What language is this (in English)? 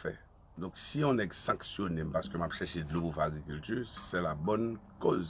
Haitian Creole